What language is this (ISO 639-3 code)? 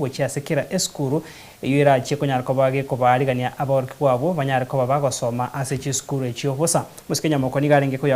guz